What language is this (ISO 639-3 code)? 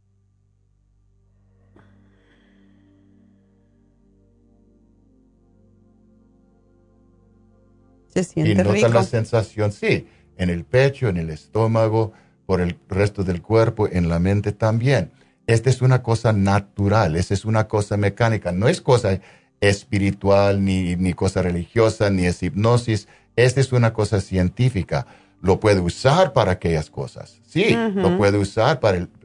spa